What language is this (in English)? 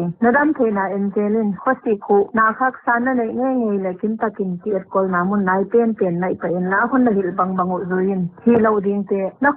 Paite Chin